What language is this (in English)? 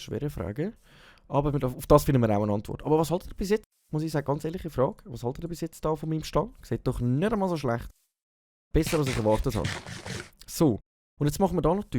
Swiss German